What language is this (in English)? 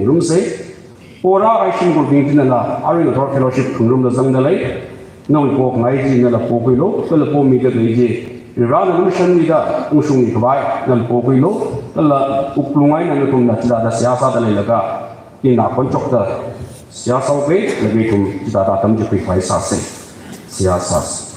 Tangkhul Naga (India)